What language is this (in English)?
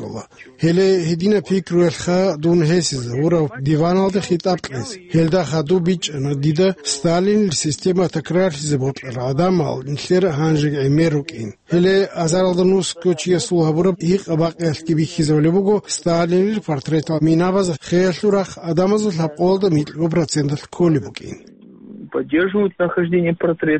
Avaric